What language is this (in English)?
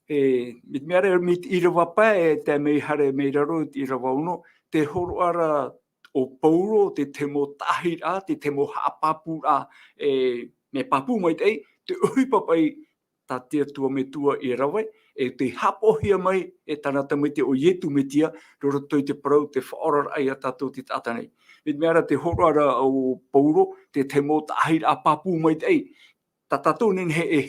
Tahitian